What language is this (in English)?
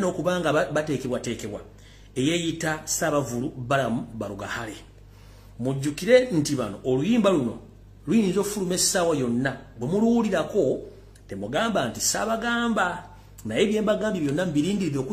Ganda